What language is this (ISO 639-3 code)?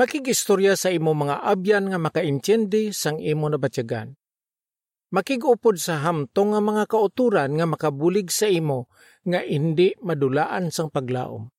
hil